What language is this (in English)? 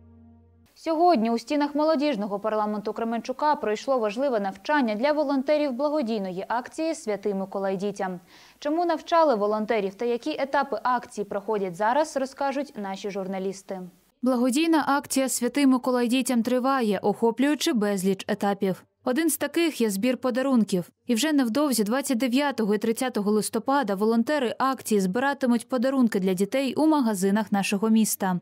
Ukrainian